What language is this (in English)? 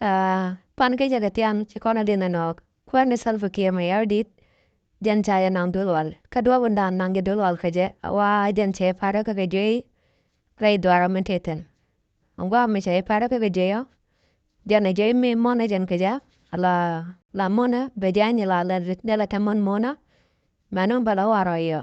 Nuer